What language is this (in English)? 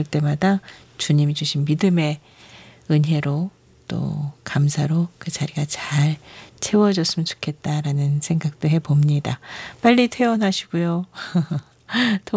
Korean